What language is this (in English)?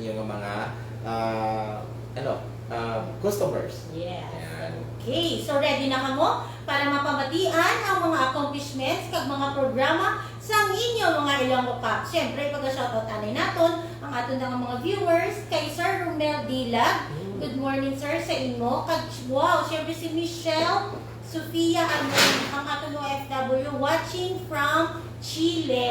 Hiligaynon